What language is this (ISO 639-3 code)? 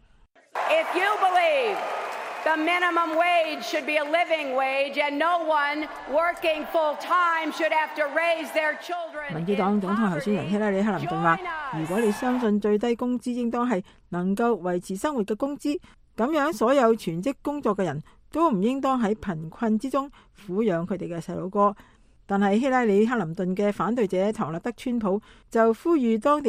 yue